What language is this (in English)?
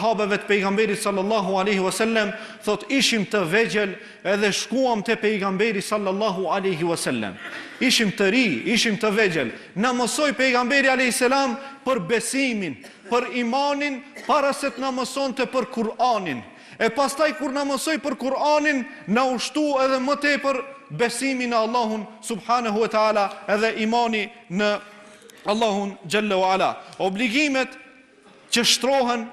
Albanian